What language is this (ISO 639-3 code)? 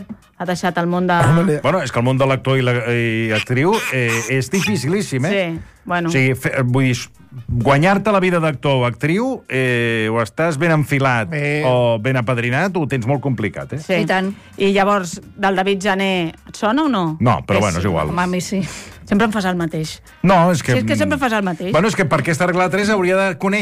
cat